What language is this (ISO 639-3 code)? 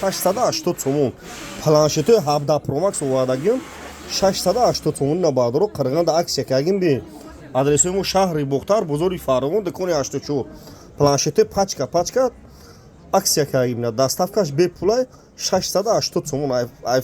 tgk